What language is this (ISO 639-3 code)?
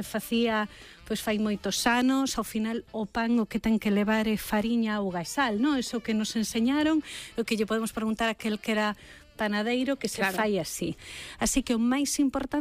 glg